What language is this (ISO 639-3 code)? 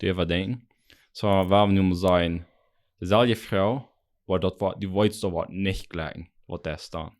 pdt